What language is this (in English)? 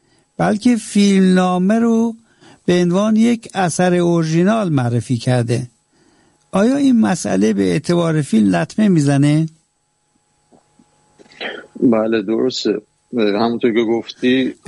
Persian